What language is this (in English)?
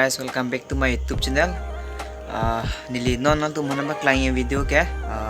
Karbi